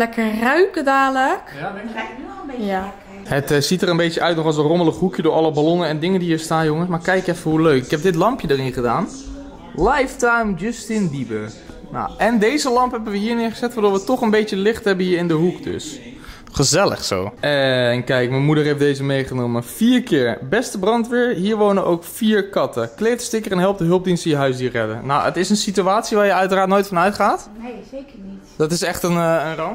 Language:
Dutch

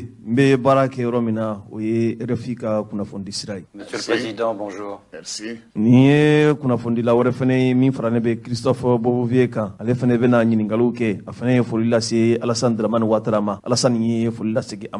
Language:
Bambara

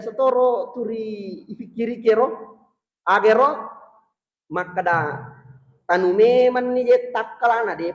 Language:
Buginese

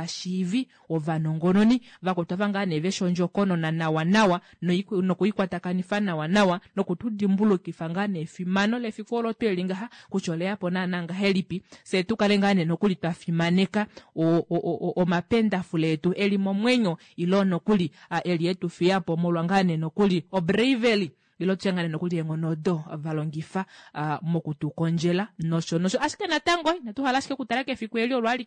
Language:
Kuanyama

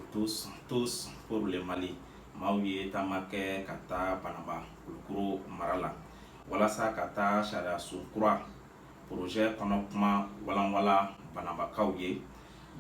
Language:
Bambara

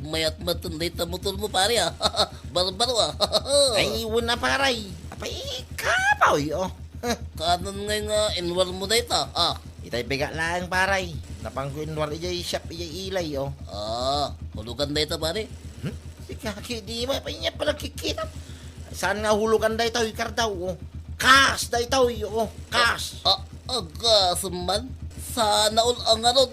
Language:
Iloko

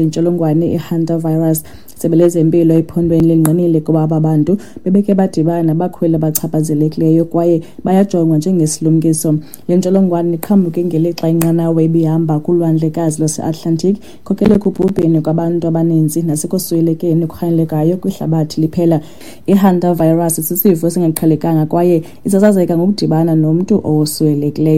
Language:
Xhosa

